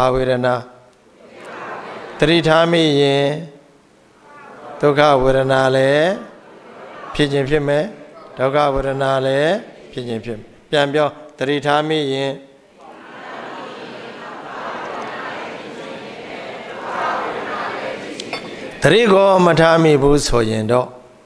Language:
Burmese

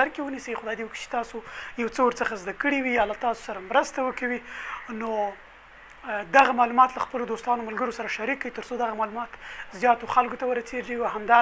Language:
Pashto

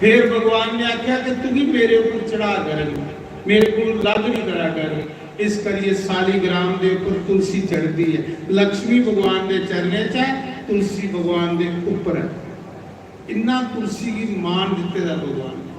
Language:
Dogri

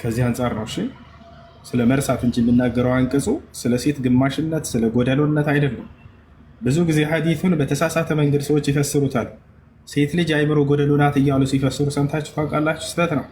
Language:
Amharic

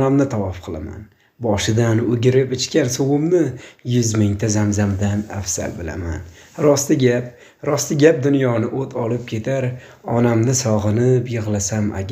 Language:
Uzbek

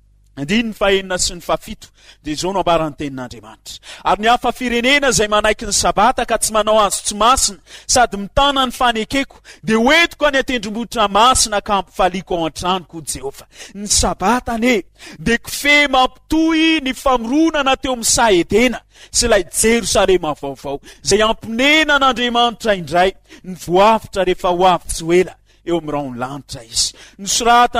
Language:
Malagasy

